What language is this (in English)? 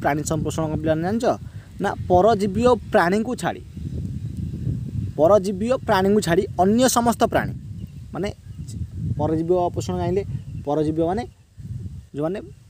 Odia